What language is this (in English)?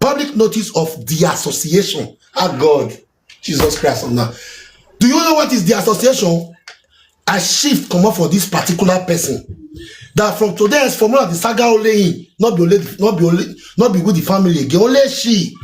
Nigerian Pidgin